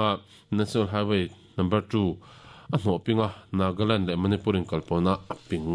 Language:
Mizo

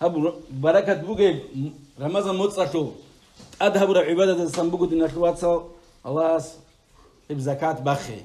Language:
Avaric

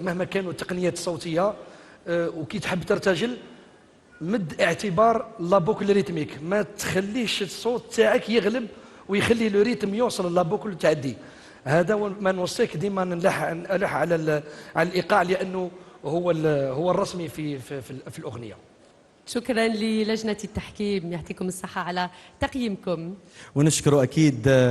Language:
Algerian Arabic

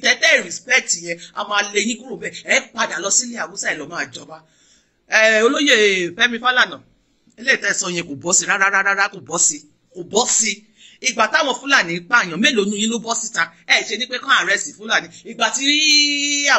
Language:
Yoruba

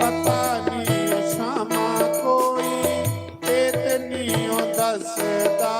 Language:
Dogri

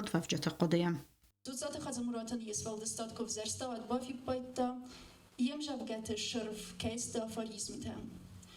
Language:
Ossetic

